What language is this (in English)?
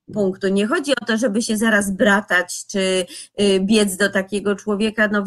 Polish